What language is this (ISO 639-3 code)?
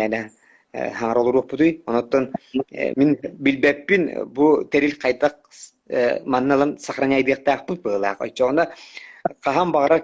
sah